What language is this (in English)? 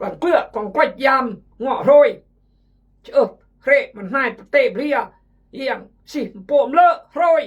Khmu